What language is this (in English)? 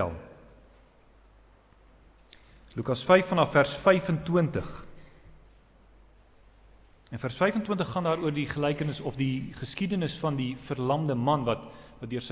Afrikaans